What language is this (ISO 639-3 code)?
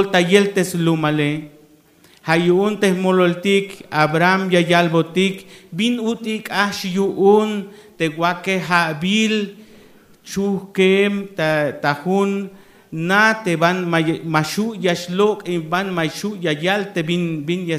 tzh